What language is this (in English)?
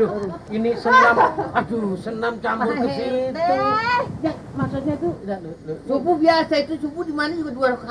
Betawi